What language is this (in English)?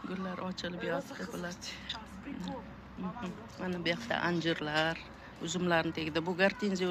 Uzbek